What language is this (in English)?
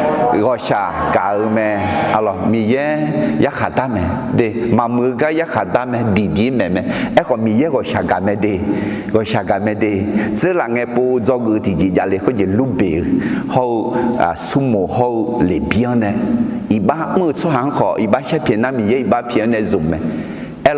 Akha